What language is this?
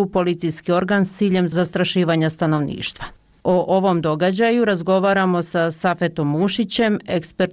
Bosnian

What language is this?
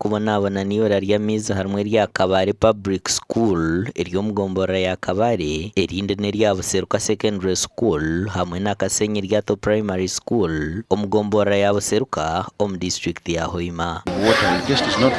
Nyankole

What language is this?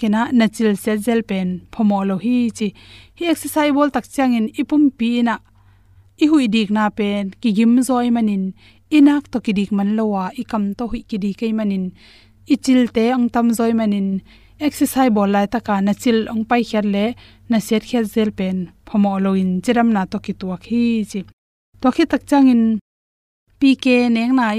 Tedim Chin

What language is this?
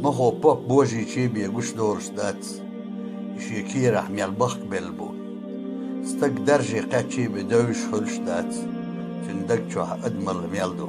Chechen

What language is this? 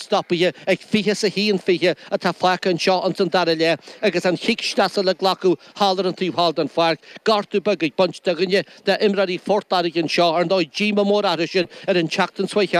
Irish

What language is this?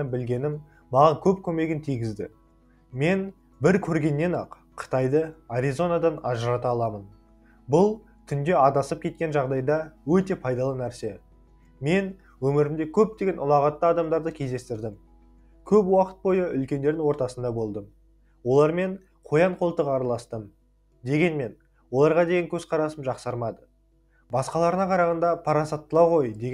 Kazakh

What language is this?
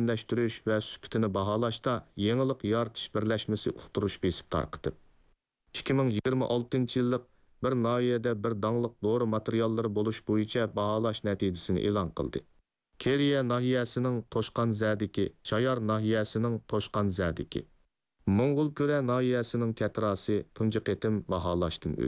Uyghur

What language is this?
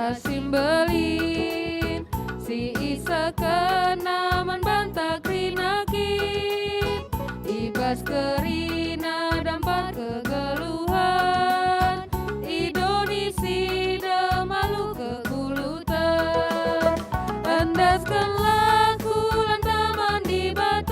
Batak Karo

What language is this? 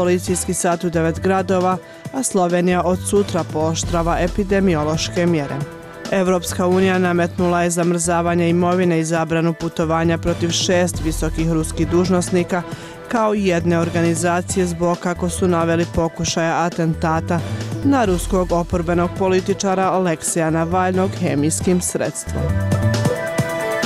Bosnian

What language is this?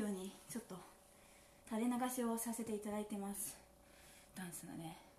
Japanese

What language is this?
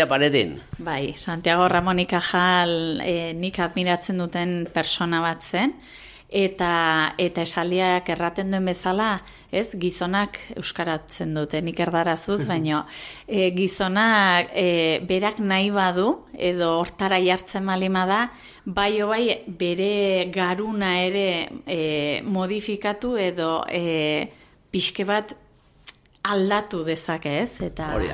Basque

